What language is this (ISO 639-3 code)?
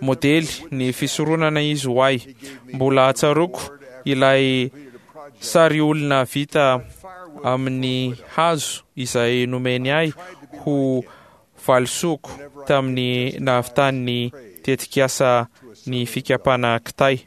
mlg